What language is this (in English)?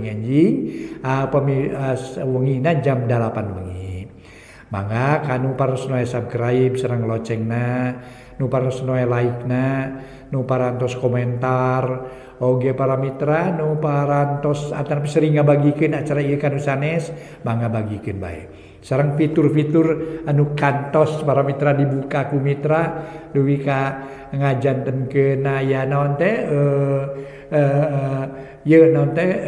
Sundanese